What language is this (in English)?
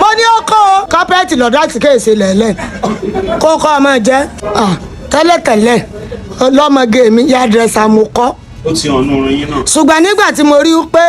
Yoruba